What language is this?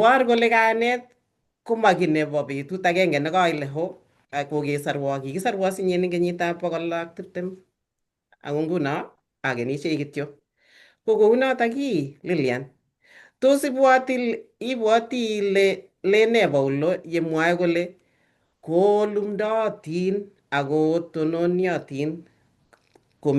Kalenjin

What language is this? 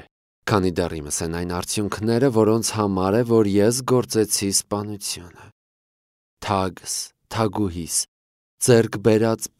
Armenian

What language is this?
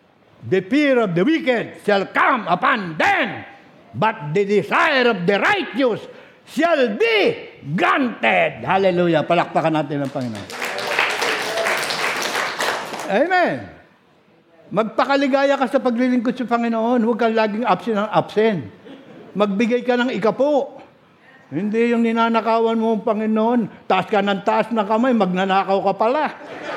Filipino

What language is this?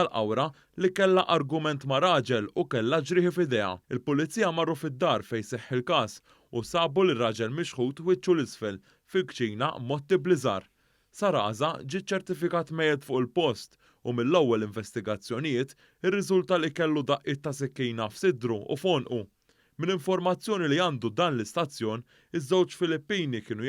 Maltese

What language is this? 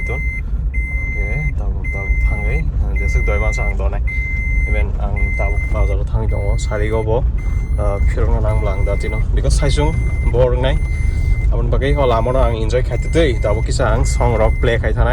Kok Borok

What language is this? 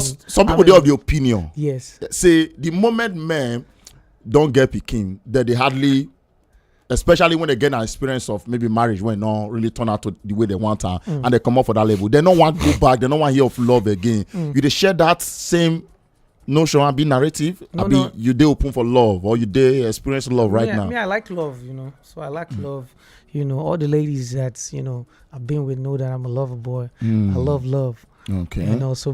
Nigerian Pidgin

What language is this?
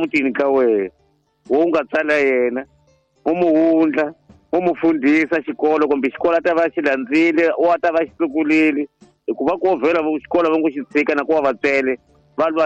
Tsonga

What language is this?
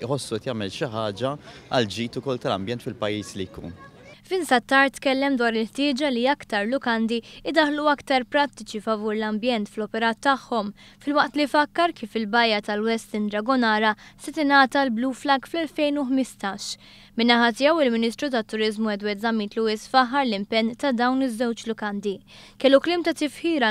Maltese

